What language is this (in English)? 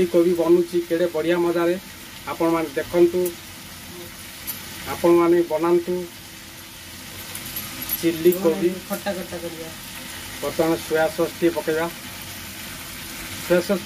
Odia